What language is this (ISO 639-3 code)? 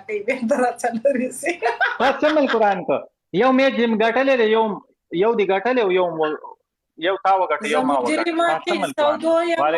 pus